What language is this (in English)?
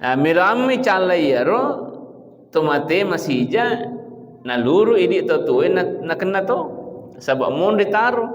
Buginese